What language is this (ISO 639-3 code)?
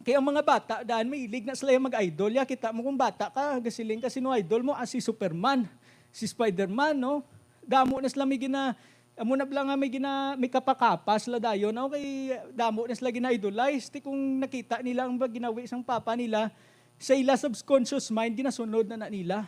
hil